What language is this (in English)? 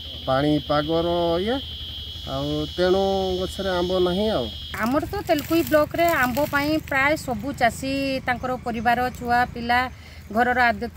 Odia